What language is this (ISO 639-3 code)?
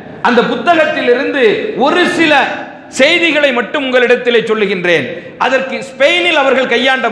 tam